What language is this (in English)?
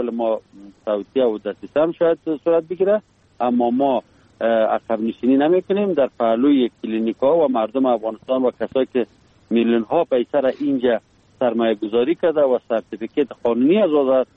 Persian